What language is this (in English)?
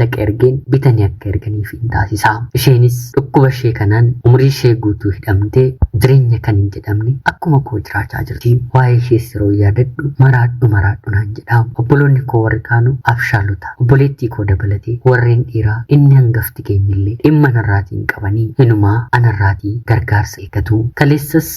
Oromo